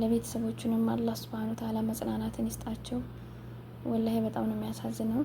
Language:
Amharic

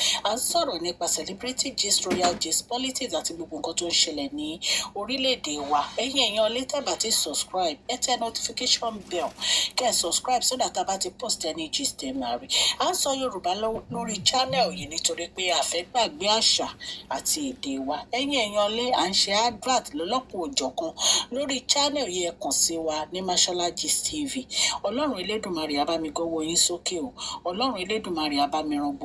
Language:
Yoruba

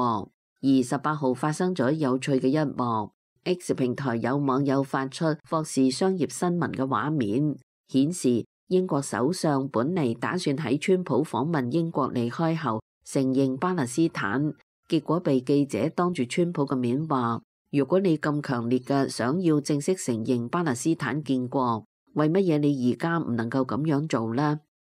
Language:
Cantonese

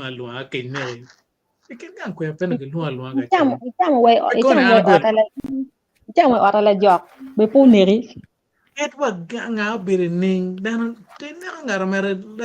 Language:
Acoli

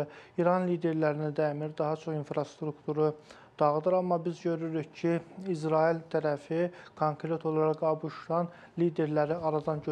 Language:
Azerbaijani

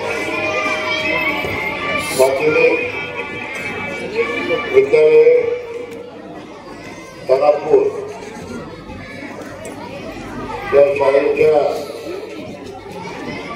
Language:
Marathi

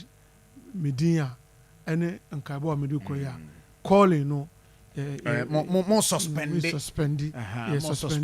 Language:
Akan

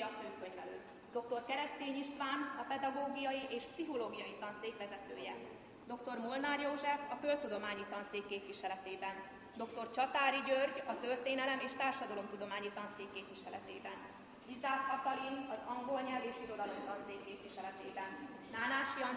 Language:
Hungarian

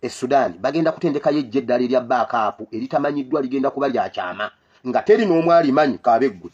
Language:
Ganda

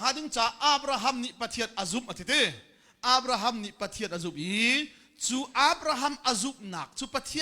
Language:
Hakha Chin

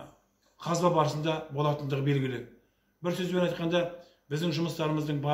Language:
Kazakh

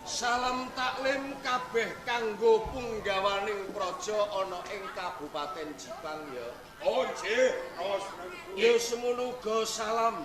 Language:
Javanese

